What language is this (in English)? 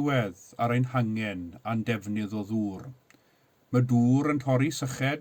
Welsh